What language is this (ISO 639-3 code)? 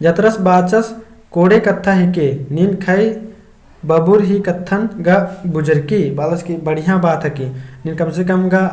kru